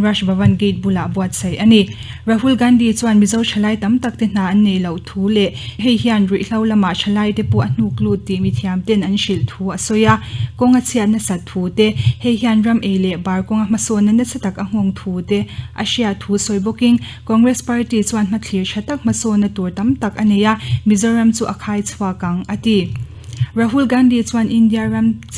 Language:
Mizo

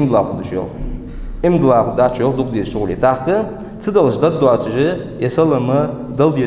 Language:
Ingush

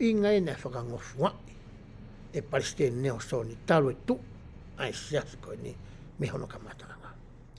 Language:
Tongan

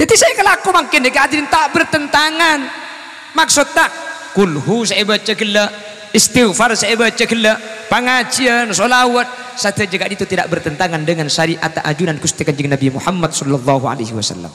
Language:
Madurese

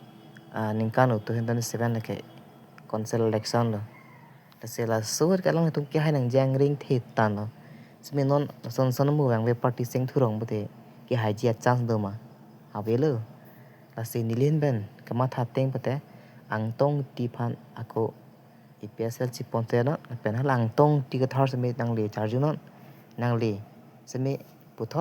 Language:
Karbi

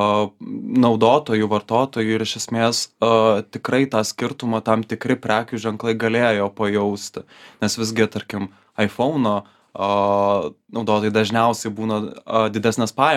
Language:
Lithuanian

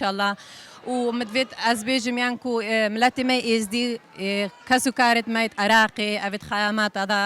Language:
Kurdish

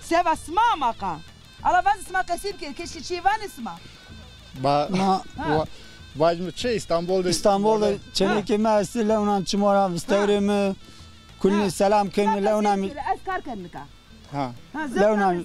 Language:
Zaza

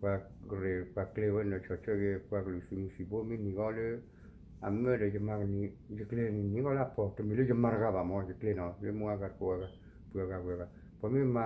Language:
S'gaw Karen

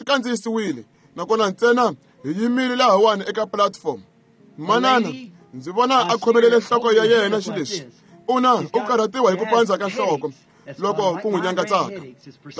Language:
Tsonga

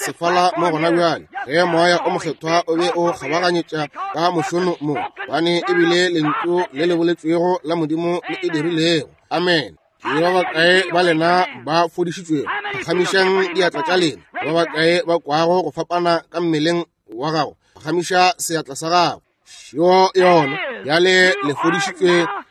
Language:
Northern Sotho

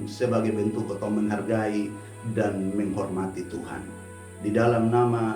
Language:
Kupang Malay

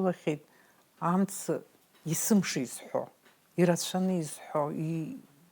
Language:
Abkhazian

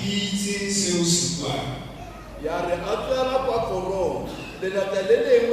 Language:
Tswana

